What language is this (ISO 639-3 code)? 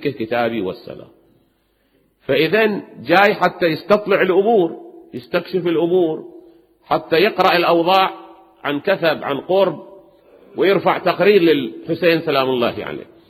ara